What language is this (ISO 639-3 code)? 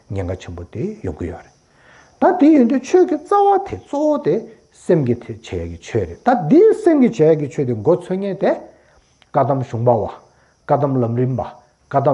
bod